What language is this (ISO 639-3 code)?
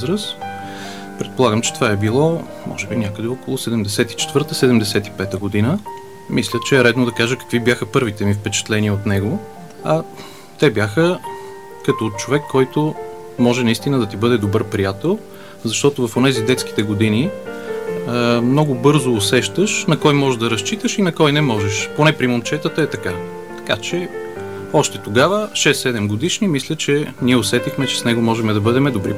bul